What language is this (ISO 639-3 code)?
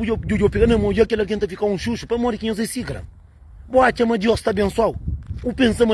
kea